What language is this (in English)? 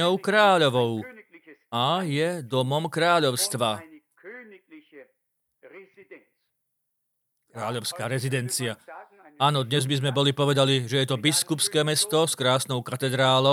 Slovak